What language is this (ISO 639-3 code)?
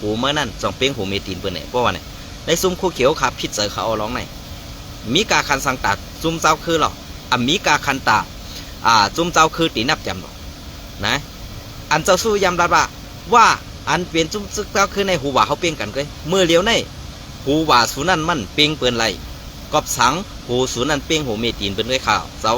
shn